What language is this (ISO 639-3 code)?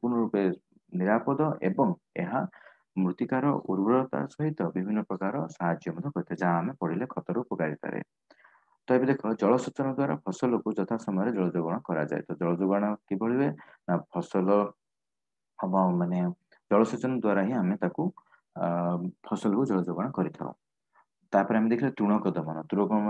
ori